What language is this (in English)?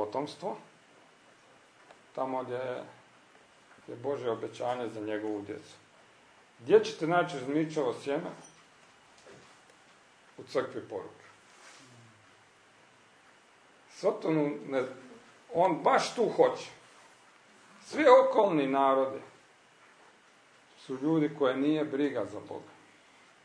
Croatian